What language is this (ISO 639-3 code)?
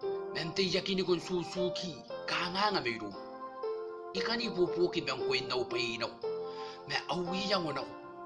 gil